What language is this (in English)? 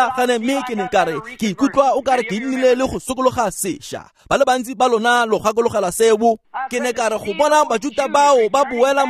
Tswana